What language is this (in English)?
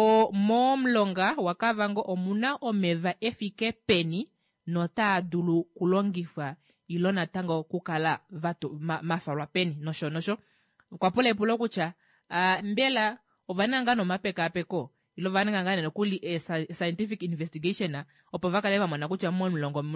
Kuanyama